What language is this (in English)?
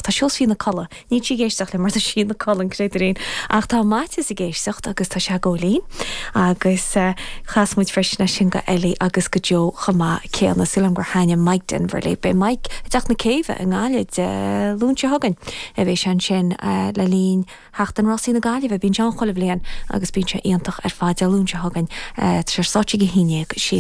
Irish